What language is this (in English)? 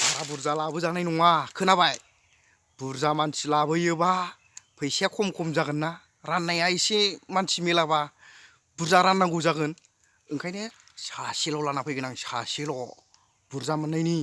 Bodo